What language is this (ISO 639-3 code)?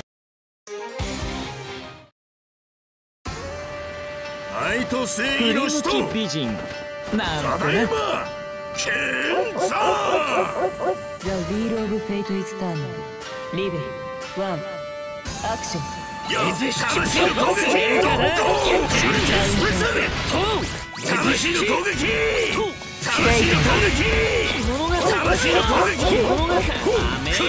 jpn